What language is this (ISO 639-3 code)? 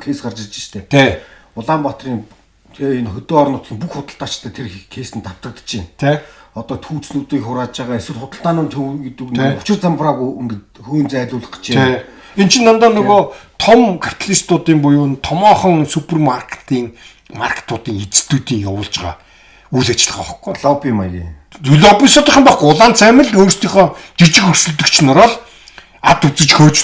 mon